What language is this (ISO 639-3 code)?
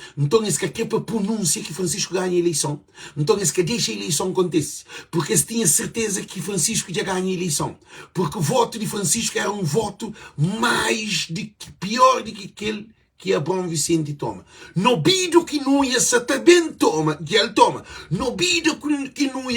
kea